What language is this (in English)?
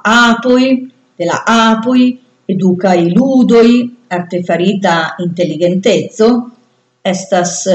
Esperanto